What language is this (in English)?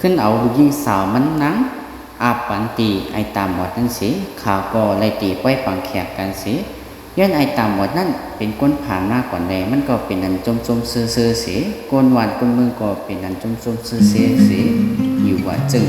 Shan